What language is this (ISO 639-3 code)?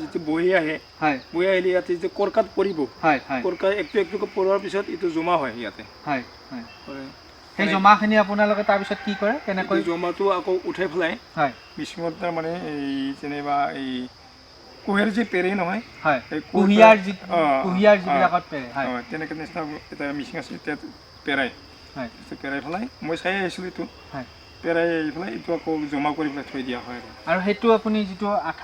asm